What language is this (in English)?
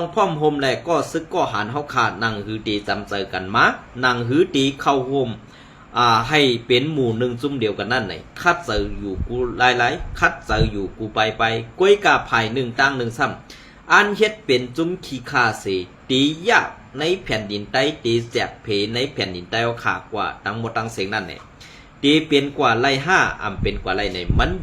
Shan